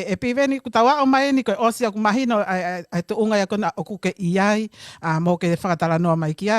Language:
Tongan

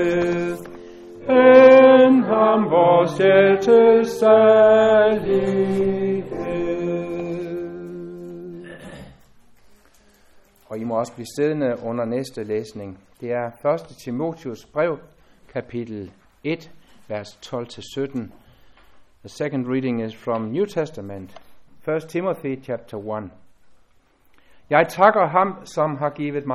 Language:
Danish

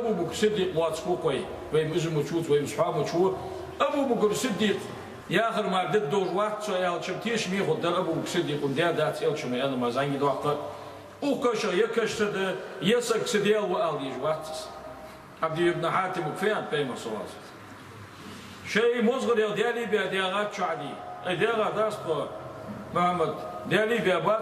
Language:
Ingush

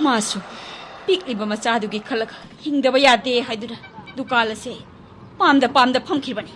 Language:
Manipuri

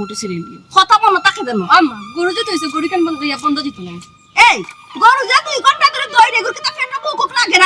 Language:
Sylheti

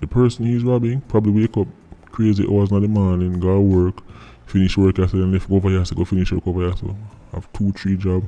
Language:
Jamaican Creole English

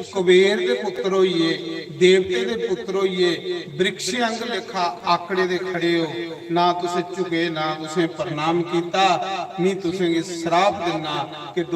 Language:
Dogri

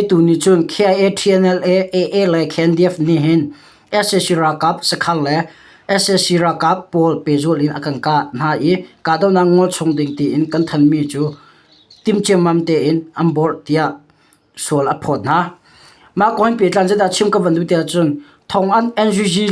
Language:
Hakha Chin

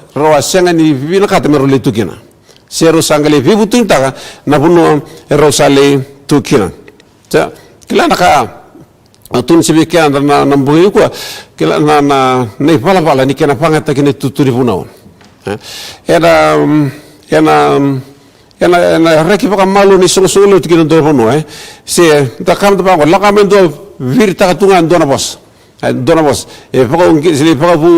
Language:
Fijian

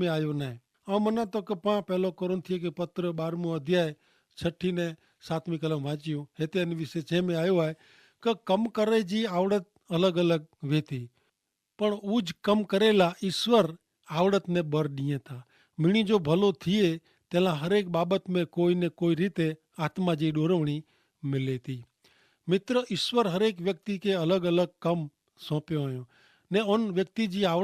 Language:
Kachhi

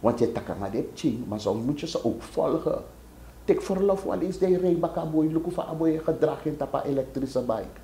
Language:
Sranan Tongo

